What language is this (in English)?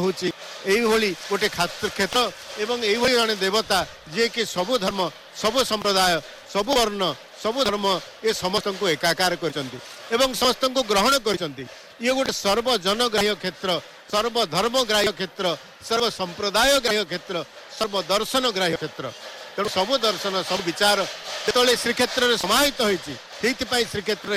Odia